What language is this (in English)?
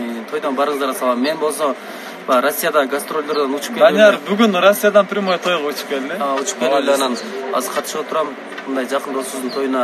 Kyrgyz